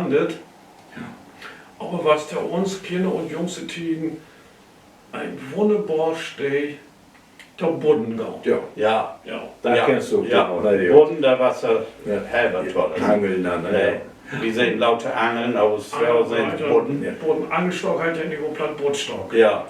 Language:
Low German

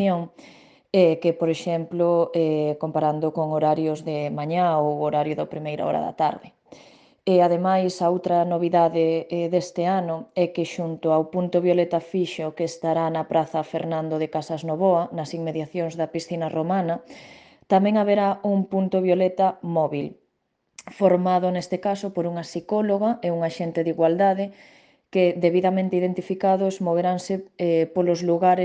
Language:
Galician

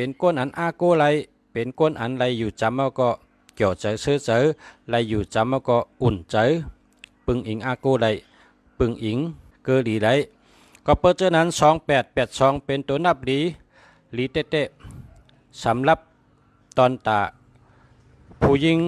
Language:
Shan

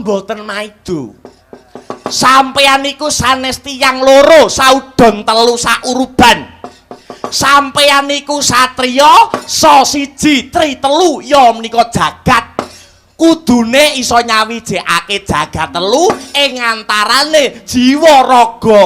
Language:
Javanese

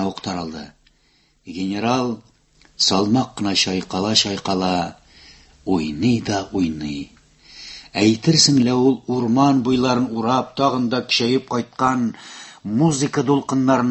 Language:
Tatar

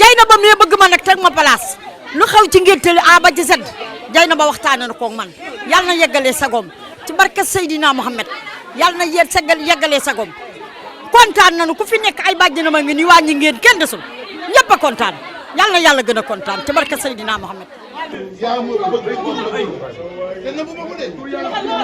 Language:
Wolof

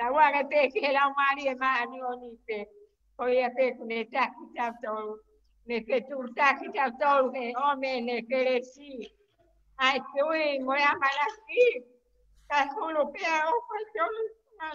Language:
Tongan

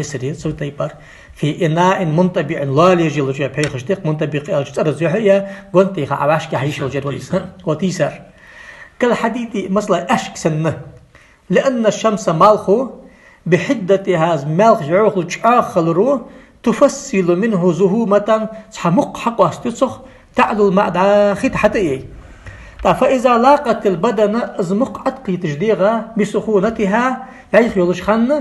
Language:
Ingush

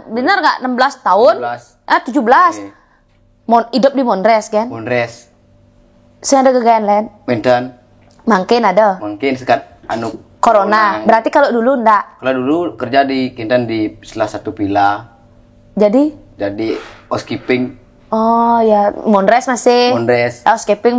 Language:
Balinese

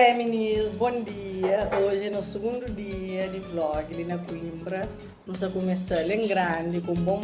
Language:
Kabuverdianu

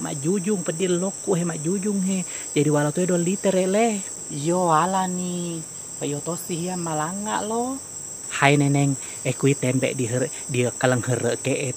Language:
Buginese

